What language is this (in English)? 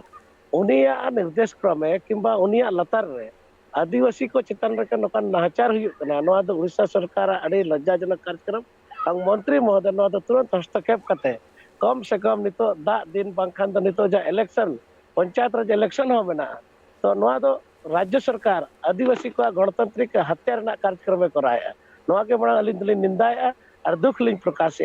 Santali